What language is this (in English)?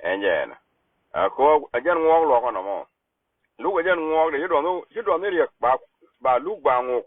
Nuer